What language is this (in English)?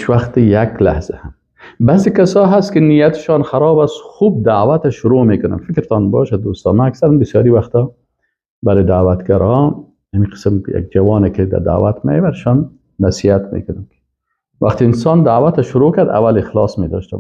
Persian